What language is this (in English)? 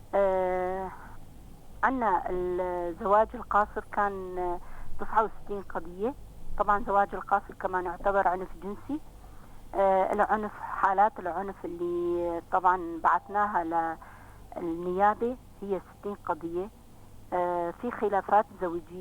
North Levantine Arabic